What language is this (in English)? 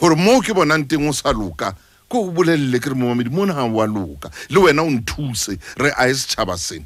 Southern Sotho